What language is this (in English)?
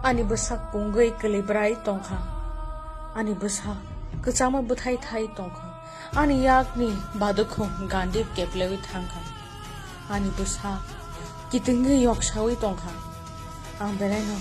Kok Borok